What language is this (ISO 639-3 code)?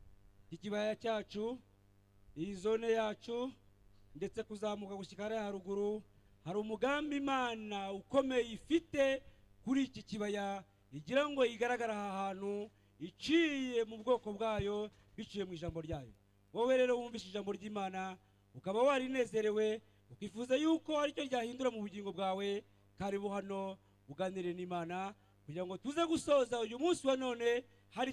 kin